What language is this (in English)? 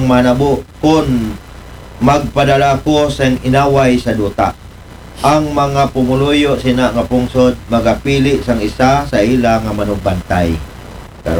Aklanon